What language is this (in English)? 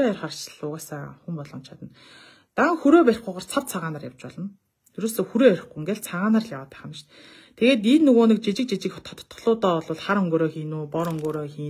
Mongolian